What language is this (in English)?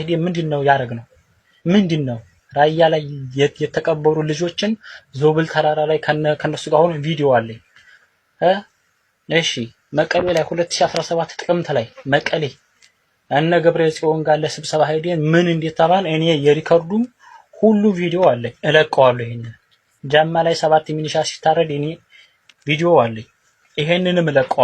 Amharic